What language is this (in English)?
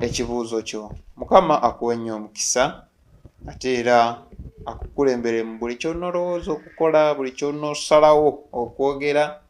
Ganda